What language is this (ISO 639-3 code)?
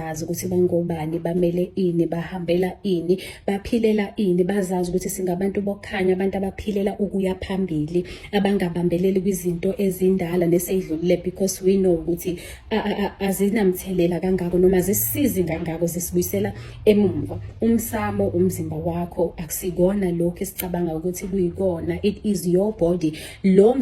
zul